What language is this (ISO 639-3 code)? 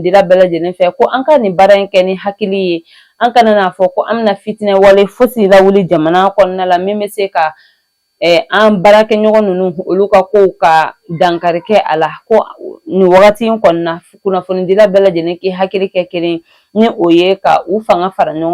bam